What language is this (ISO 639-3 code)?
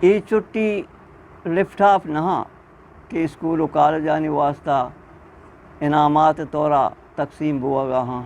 bgp